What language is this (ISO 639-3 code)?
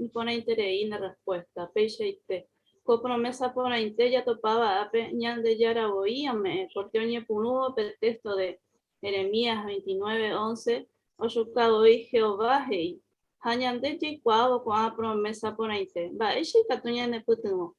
grn